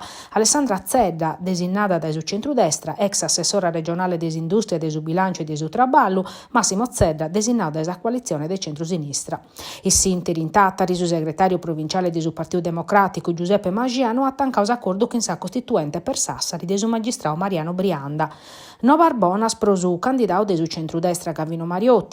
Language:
Sardinian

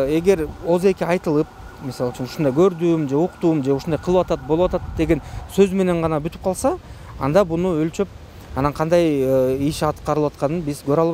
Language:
Kyrgyz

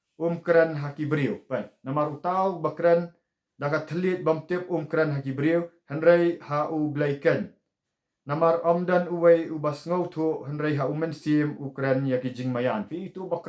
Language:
Khasi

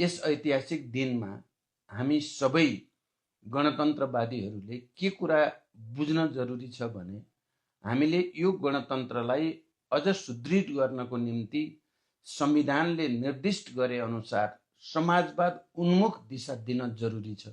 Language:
Nepali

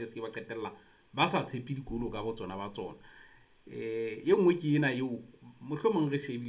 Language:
Southern Sotho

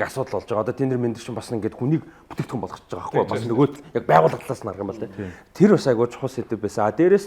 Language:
Mongolian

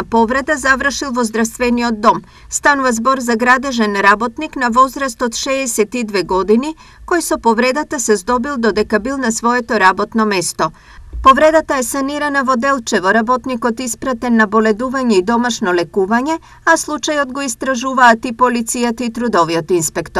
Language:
Macedonian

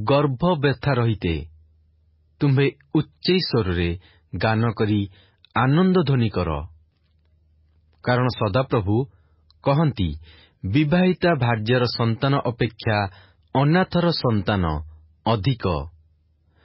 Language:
Odia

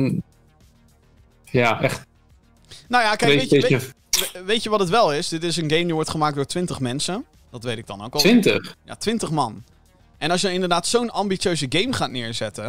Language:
Dutch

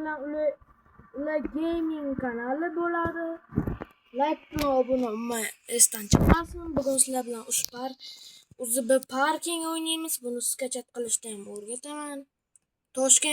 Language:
Uzbek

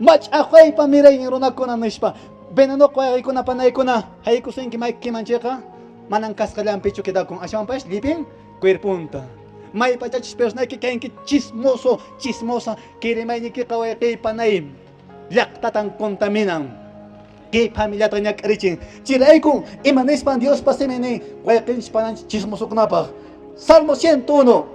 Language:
Quechua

